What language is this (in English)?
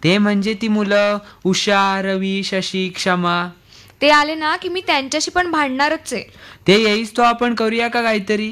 Marathi